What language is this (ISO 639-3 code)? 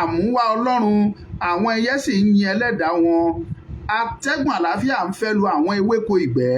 yor